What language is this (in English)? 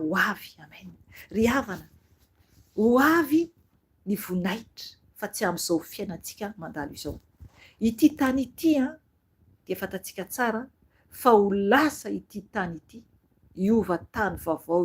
Malagasy